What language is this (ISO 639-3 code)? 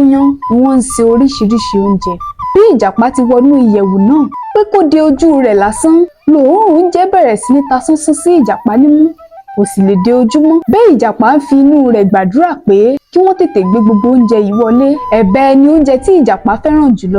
yor